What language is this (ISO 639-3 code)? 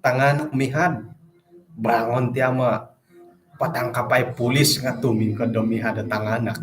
dtp